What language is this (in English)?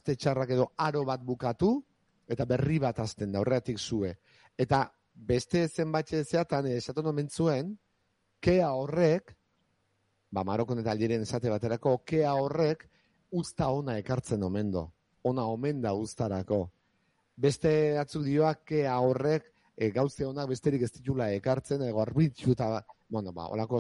Basque